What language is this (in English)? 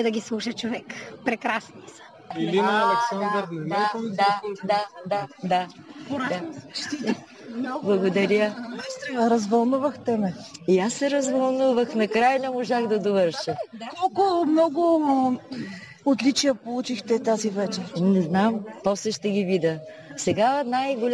Bulgarian